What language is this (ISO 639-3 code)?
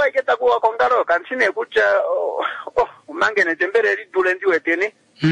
kua